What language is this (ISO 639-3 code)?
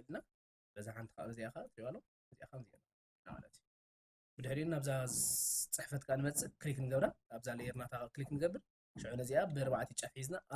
tir